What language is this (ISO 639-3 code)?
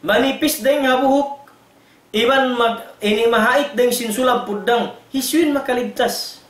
tsg